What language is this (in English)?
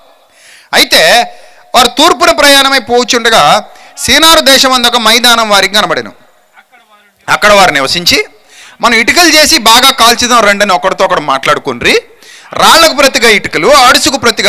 Telugu